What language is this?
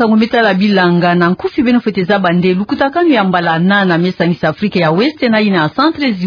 Kituba (Democratic Republic of Congo)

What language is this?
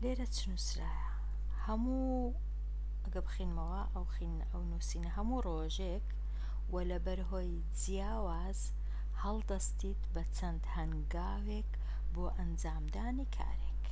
Central Kurdish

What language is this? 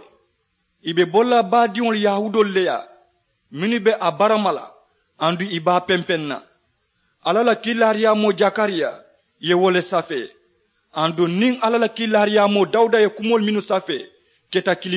Mandingo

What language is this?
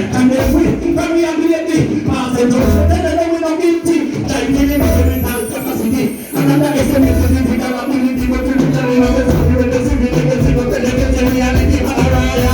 Jamaican Creole English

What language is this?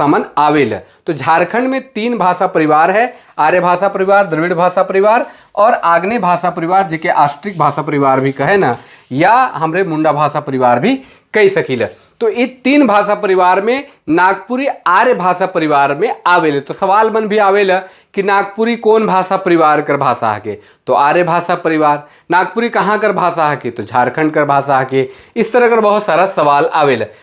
Sadri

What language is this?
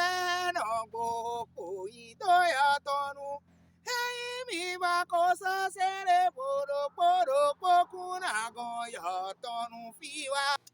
Fon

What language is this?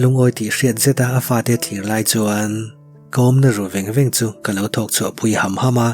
Mizo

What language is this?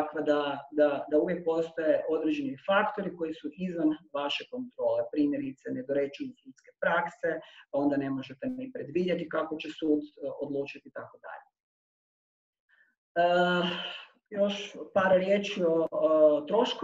Croatian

